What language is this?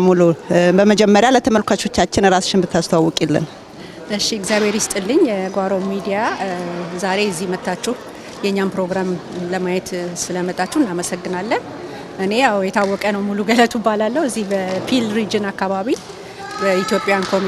Amharic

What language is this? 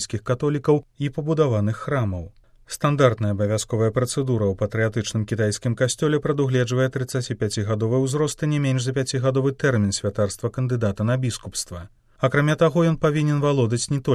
Belarusian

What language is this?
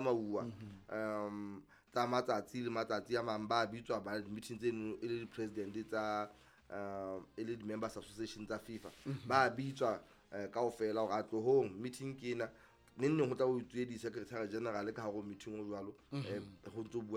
Southern Sotho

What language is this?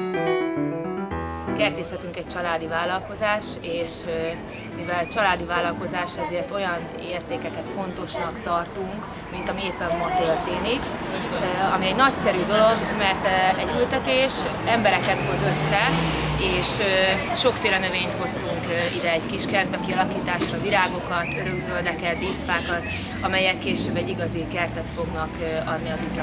Hungarian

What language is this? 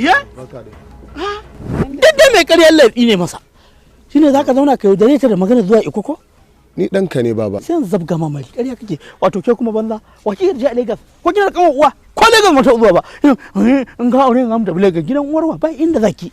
Hausa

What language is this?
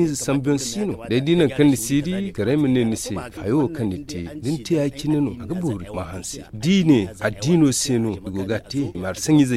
Zarma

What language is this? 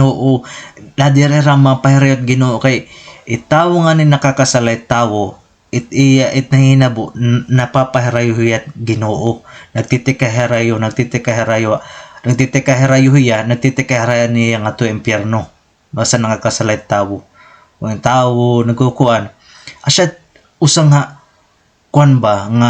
Waray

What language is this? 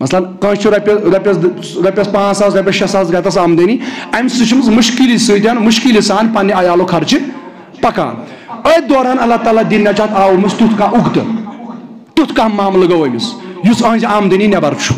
Kashmiri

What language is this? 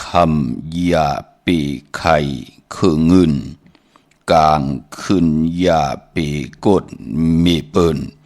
Shan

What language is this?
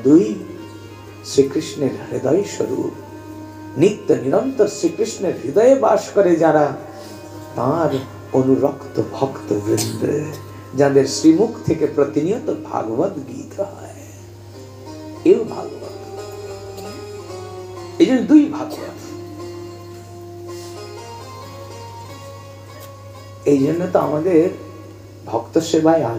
Bangla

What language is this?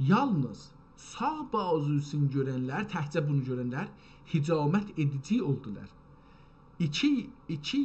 South Azerbaijani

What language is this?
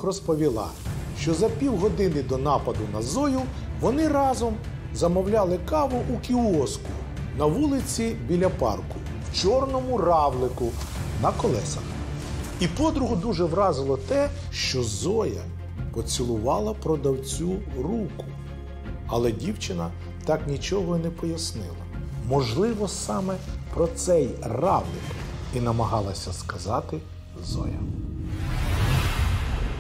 Ukrainian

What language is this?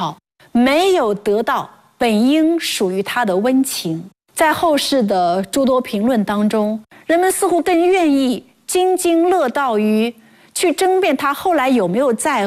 Chinese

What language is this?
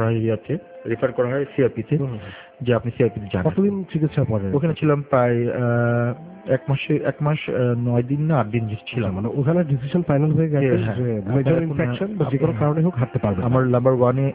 Bangla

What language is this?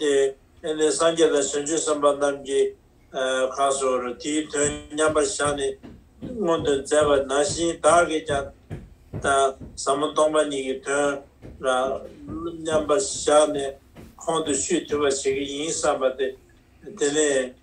Tibetan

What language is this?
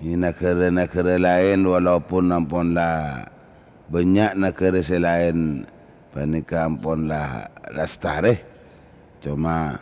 Madurese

